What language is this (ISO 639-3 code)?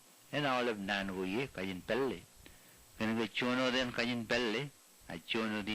mah